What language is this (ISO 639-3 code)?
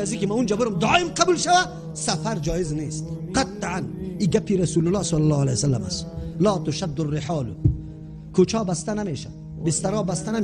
fas